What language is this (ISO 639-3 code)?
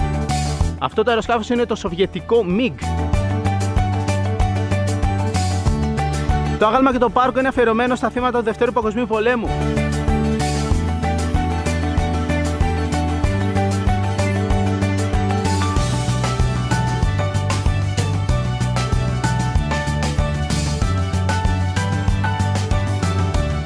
ell